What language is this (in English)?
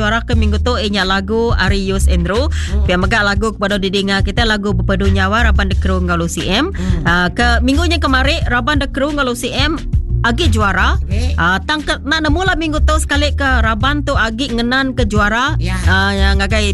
Iban